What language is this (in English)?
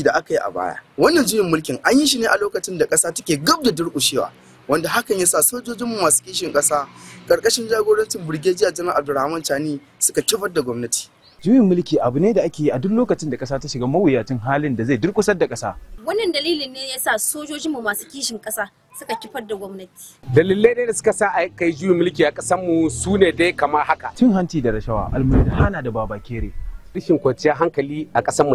Hausa